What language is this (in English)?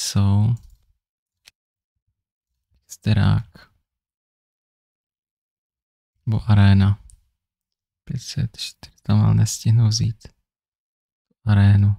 Czech